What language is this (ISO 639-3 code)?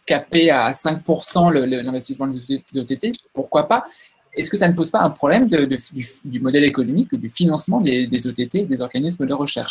fra